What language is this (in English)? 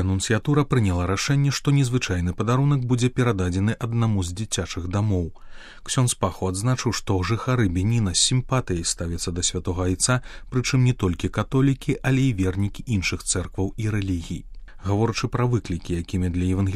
Belarusian